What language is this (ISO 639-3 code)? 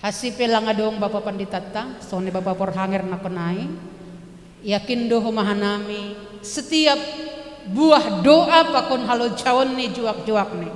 bts